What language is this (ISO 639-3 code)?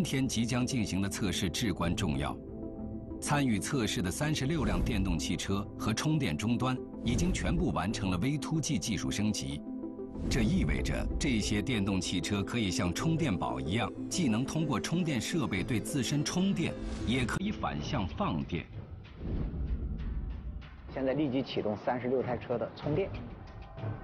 zho